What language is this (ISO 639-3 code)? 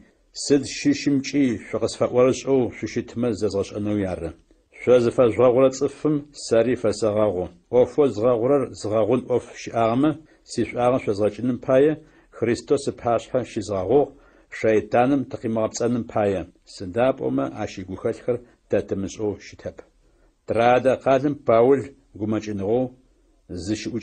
ady